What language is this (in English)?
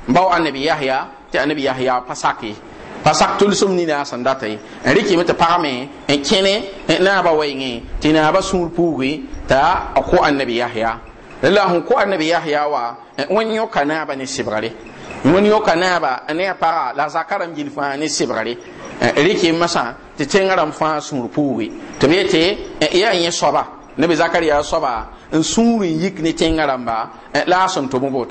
Mossi